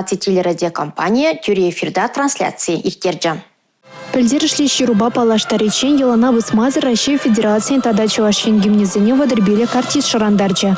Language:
Chuvash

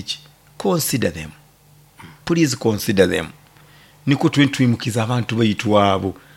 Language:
Nyoro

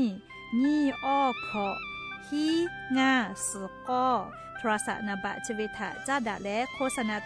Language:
Lahu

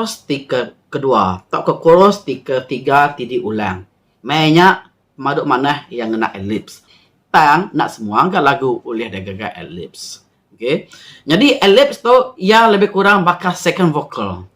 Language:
Iban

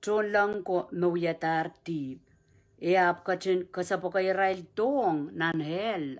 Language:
Pohnpeian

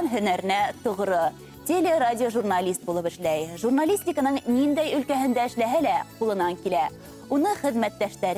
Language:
Bashkir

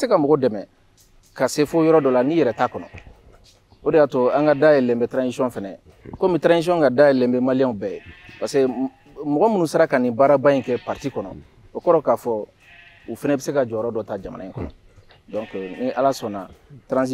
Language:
Bambara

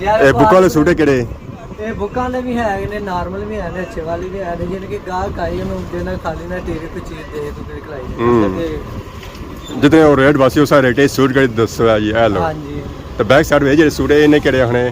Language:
Pahari-Potwari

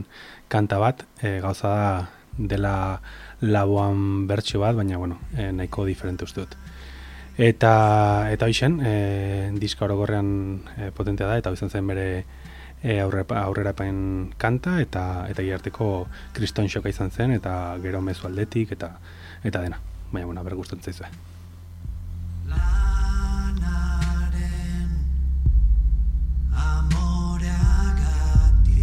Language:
Basque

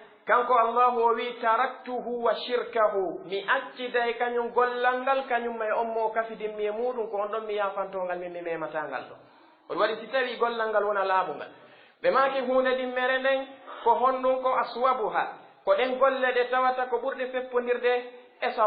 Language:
Pular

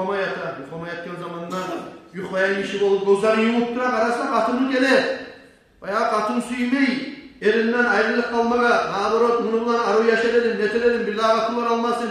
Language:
Kumyk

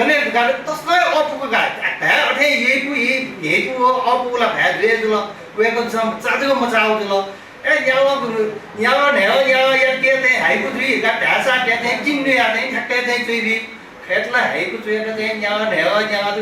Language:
Newari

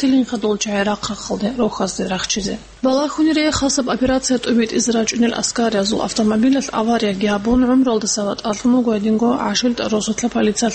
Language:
Avaric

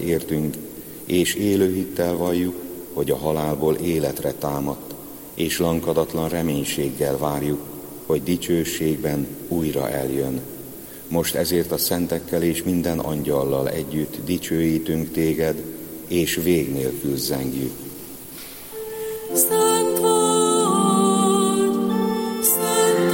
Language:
Hungarian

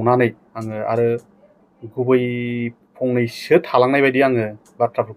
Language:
Bodo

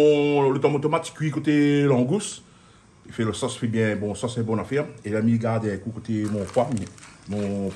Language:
Réunion Creole French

